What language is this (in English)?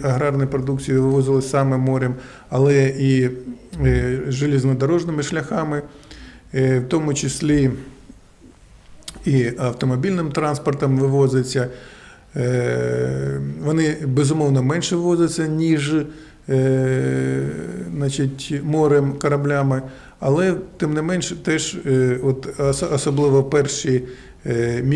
Ukrainian